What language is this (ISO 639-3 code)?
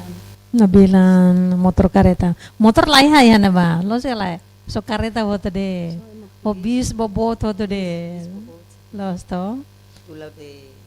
tet